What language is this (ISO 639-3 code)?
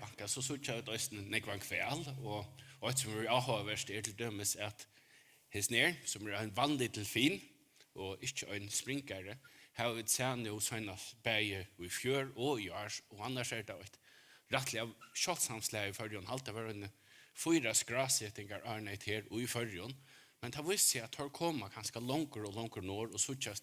fao